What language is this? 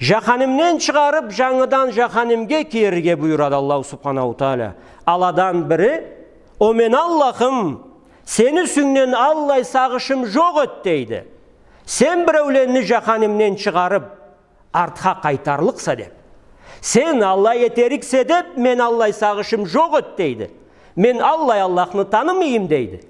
Karachay-Balkar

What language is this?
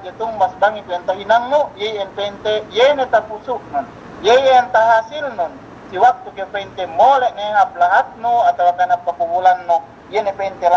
Yakan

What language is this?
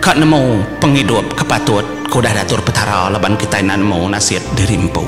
Iban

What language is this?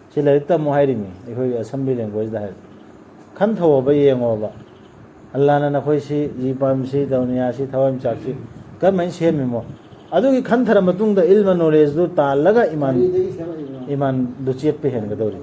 Manipuri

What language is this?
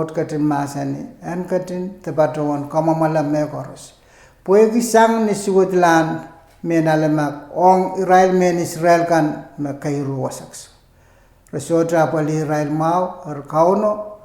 Pohnpeian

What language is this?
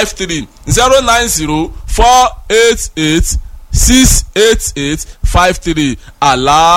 Yoruba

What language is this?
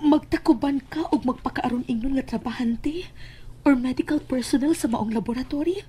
Cebuano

